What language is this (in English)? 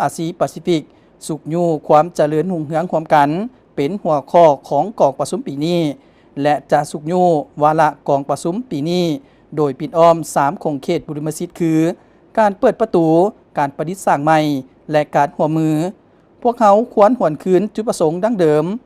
Lao